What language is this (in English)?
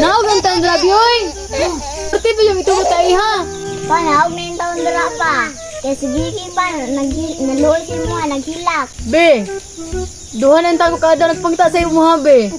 Cebuano